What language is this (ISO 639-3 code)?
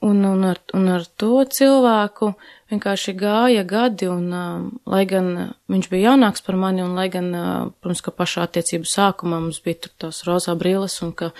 lav